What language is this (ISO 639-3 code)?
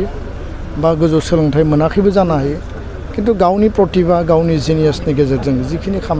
brx